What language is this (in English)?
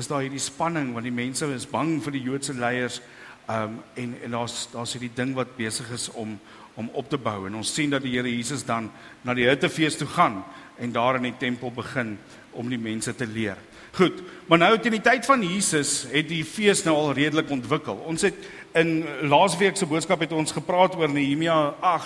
Afrikaans